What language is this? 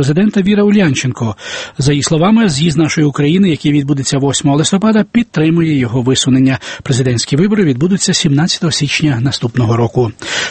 Ukrainian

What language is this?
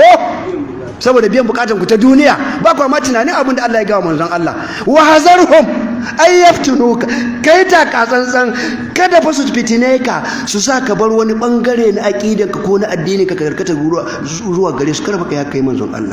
Hausa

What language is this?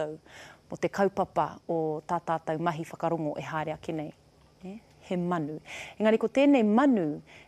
Māori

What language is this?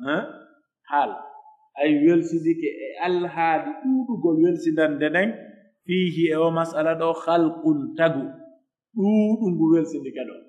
Pular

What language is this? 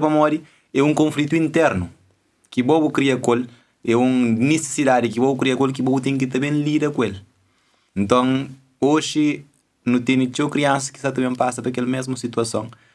Kabuverdianu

